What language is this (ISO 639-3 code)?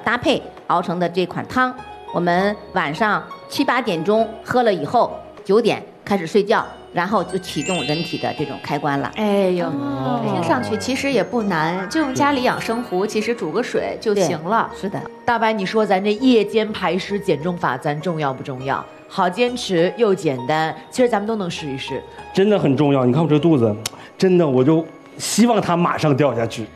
zho